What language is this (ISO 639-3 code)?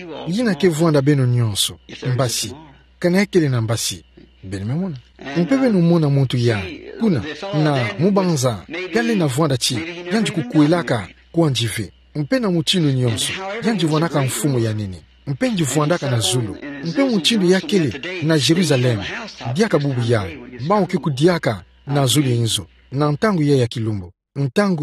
ktu